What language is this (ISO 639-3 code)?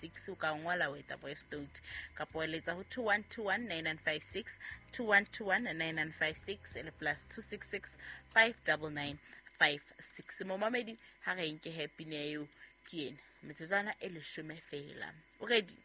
sot